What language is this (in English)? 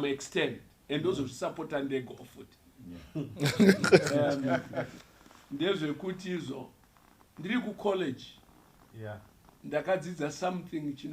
Shona